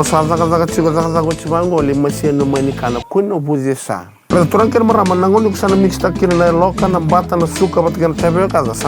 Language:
Fijian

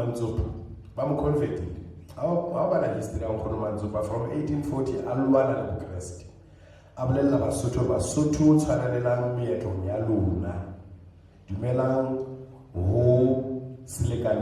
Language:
Southern Sotho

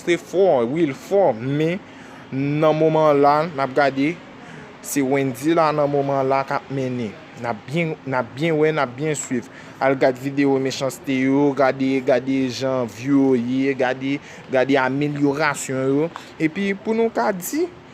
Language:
Haitian Creole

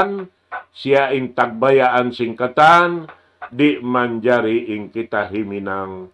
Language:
Tausug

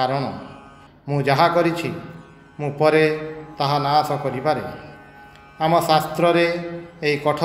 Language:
Odia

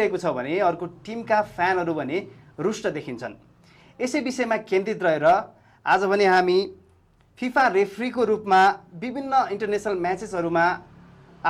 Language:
Nepali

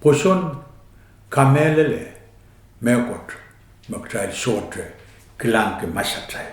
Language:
Pohnpeian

